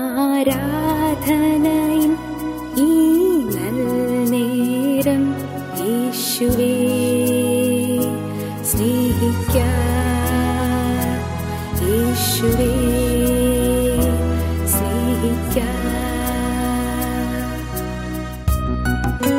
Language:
Malayalam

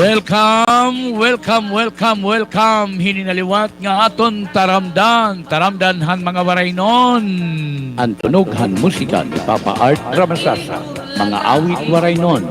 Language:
Waray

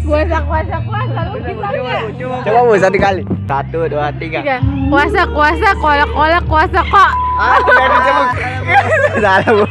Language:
Makassar Malay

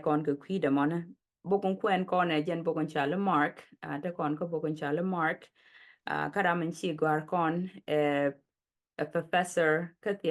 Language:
Nuer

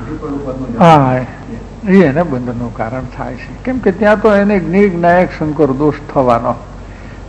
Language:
Gujarati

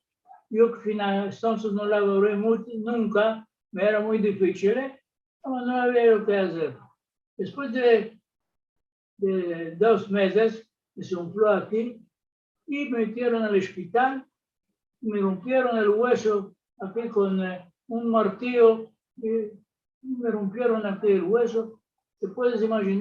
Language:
Ladino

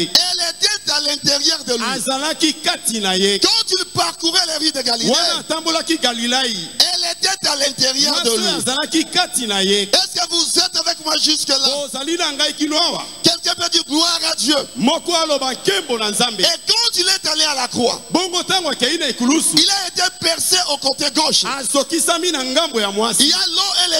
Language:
French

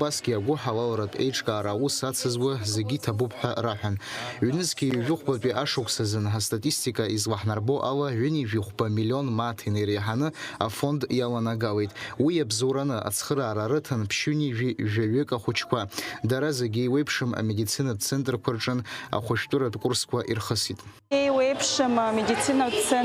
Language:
Abkhazian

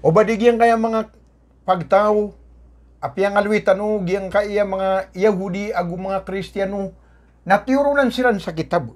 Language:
Maranao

